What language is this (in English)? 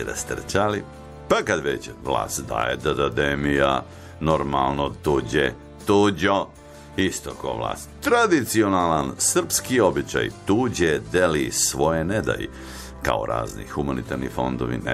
Serbian